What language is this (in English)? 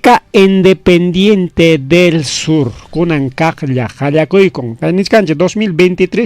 Ayacucho Quechua